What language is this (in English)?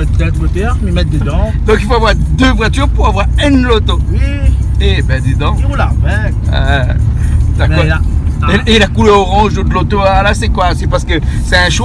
Réunion Creole French